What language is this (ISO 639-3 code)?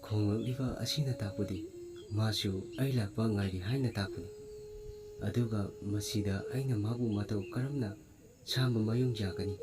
mni